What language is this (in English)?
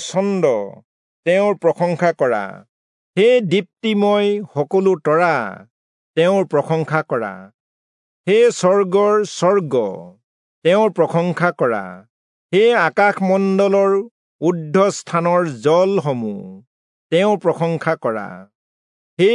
Assamese